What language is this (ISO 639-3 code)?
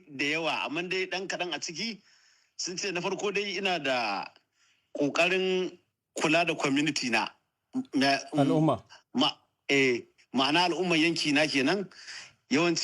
hau